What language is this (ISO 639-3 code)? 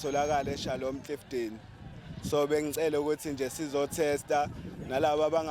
zul